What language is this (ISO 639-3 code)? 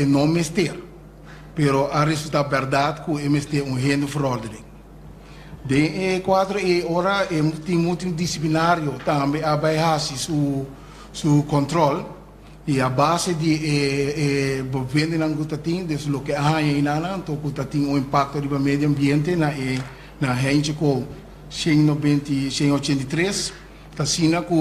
pap